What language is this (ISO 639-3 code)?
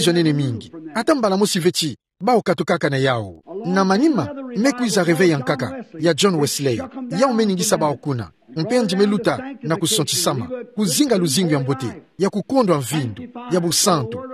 ktu